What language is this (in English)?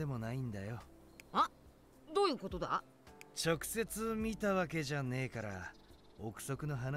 Japanese